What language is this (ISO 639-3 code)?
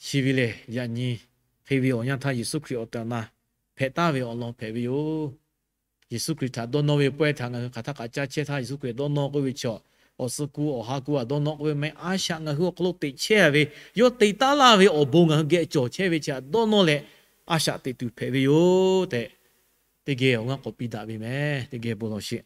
lhu